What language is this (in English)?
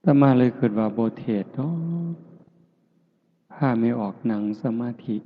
Lao